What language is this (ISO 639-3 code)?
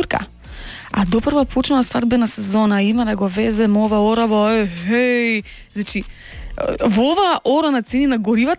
mkd